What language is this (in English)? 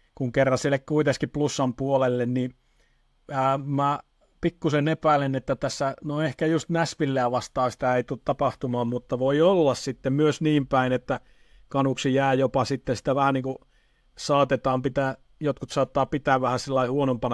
Finnish